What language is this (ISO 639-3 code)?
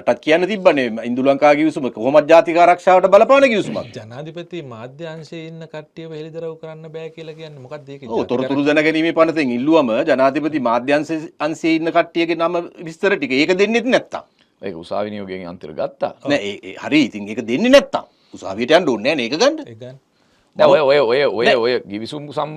sin